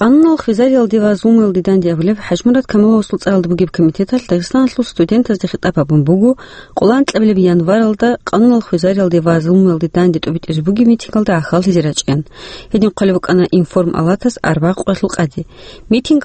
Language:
Avaric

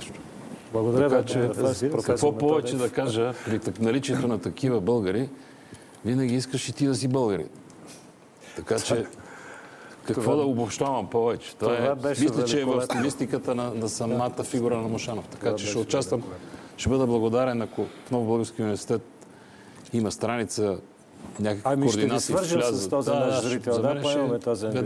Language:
Bulgarian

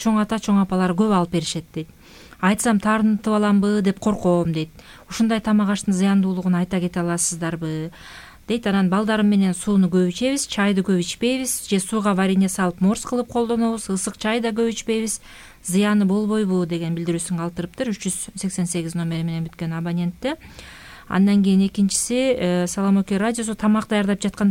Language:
Kyrgyz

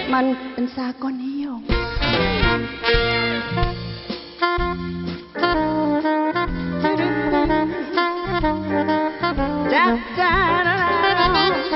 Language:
Thai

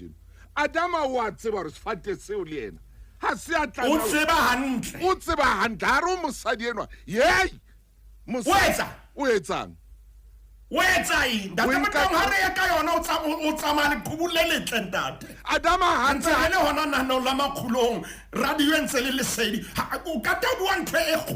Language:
Southern Sotho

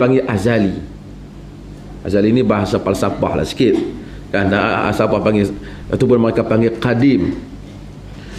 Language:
Malay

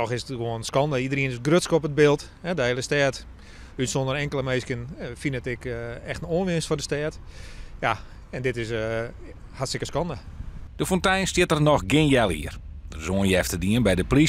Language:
Western Frisian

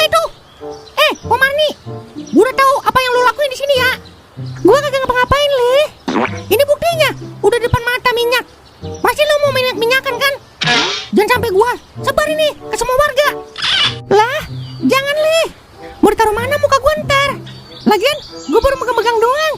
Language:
Betawi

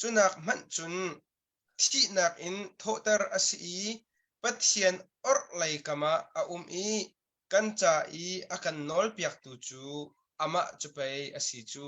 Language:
Hakha Chin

